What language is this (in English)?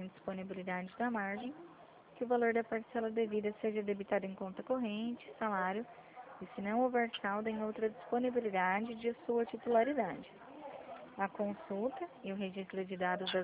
Portuguese